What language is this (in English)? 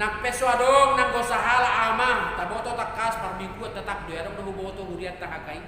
Batak Toba